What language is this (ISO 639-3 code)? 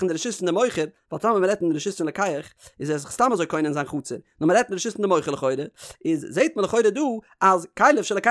yid